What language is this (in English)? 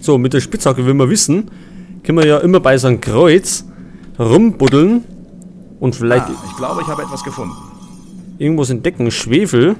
Bavarian